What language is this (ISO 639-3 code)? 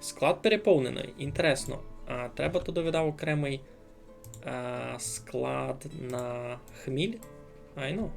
rue